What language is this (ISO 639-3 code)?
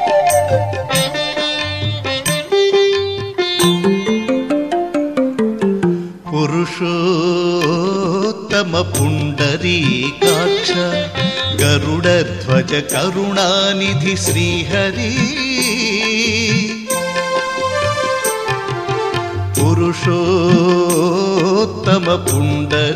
tel